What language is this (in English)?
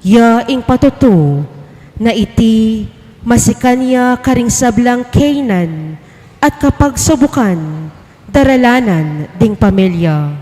Pampanga